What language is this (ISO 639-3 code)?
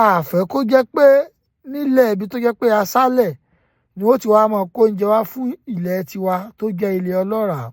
yor